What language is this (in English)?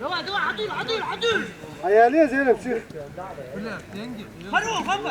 Chechen